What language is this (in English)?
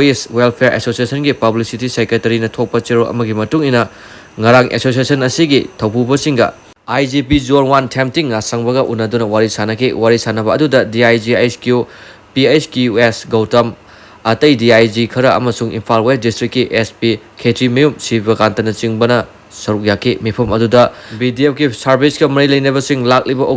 Manipuri